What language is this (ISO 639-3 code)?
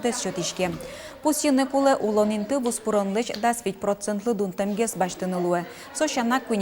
udm